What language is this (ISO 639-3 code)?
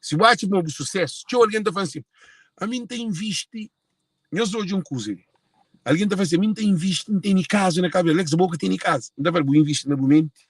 kea